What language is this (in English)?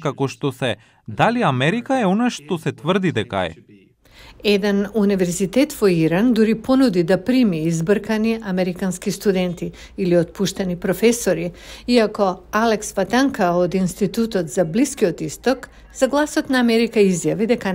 Macedonian